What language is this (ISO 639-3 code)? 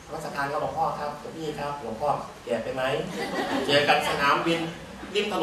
tha